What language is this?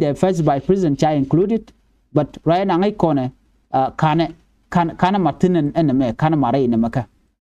Nuer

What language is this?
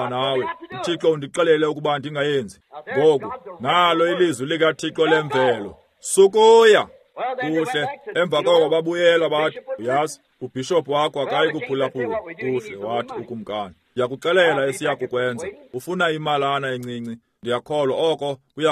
Xhosa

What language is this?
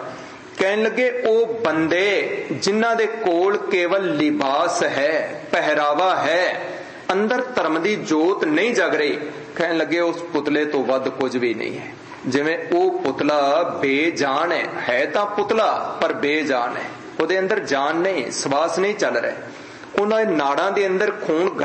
Punjabi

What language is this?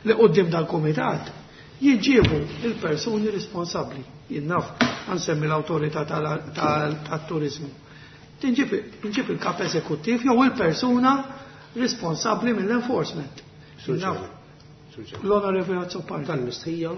Maltese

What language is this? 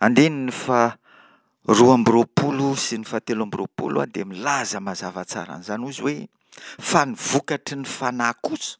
Malagasy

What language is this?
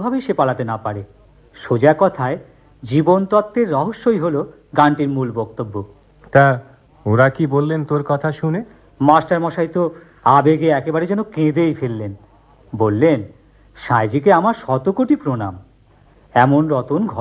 Bangla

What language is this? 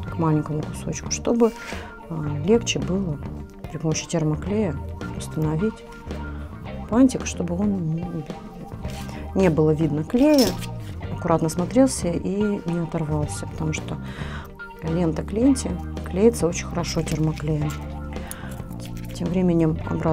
Russian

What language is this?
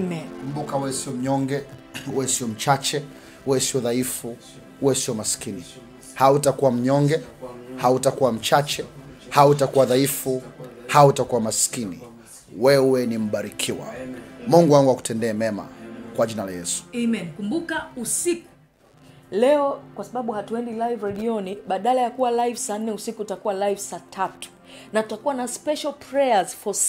Swahili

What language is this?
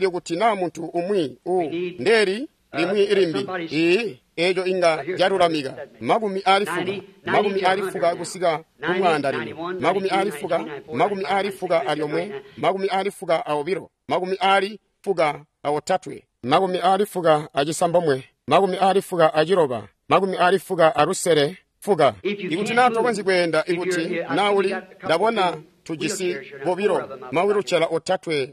Tonga (Zambia)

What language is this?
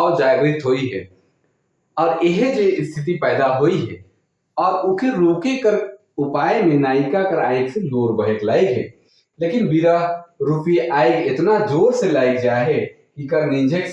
Sadri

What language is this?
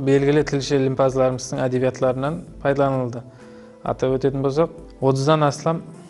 Kara-Kalpak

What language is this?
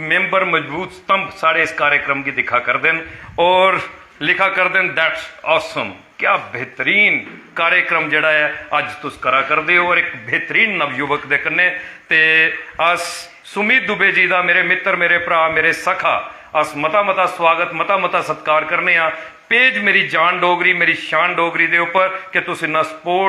Dogri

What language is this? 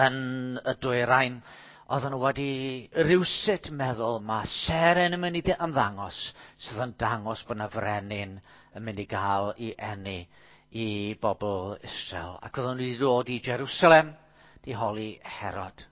Welsh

